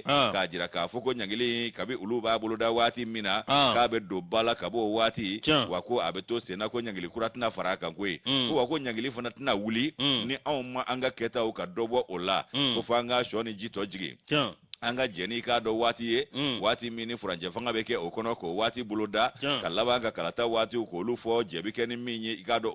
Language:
Bambara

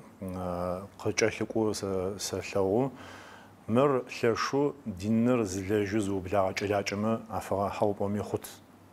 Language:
Adyghe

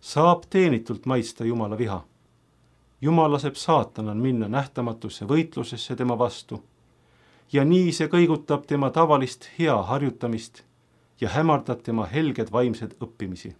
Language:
Estonian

